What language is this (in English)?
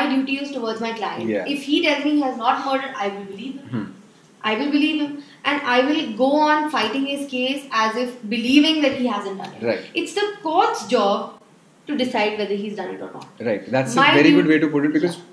English